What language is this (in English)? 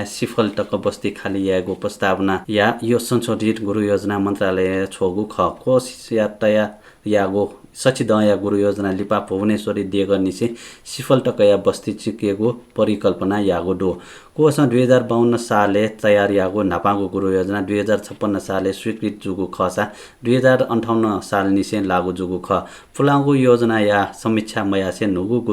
Newari